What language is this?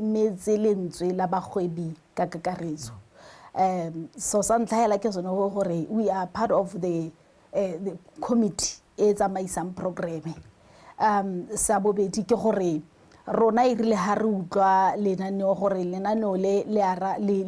Tswana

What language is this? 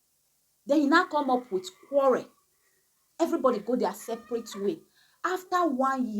Nigerian Pidgin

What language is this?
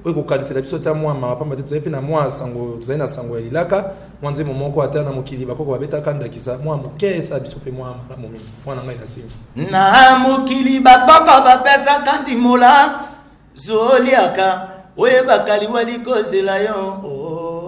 Lingala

